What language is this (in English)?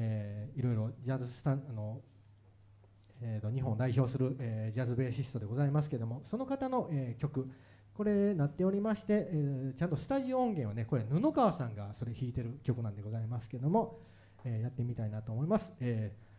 Japanese